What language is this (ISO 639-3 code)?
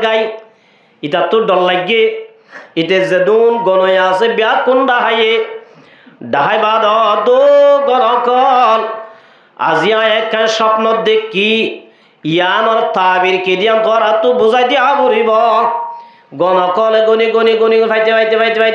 rhg